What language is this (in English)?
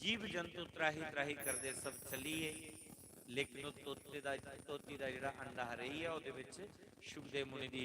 Dogri